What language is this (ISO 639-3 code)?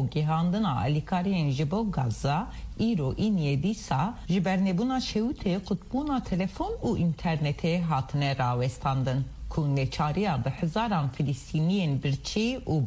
kur